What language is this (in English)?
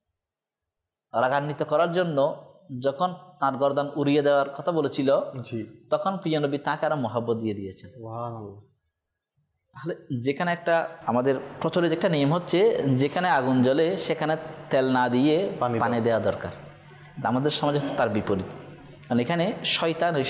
Bangla